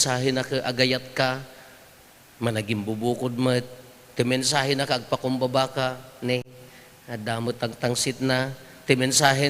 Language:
Iloko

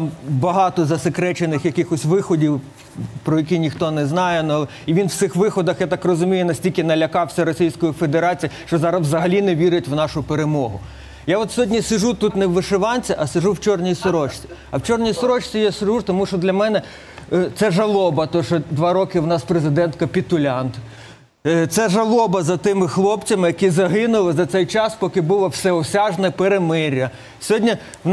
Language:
Ukrainian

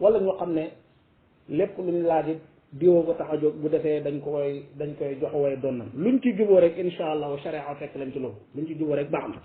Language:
Wolof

